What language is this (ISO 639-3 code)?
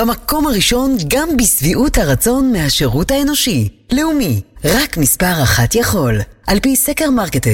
heb